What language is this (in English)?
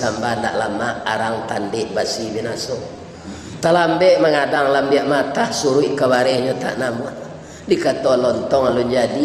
Minangkabau